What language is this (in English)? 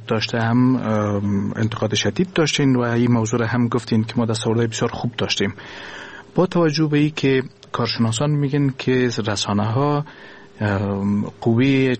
Persian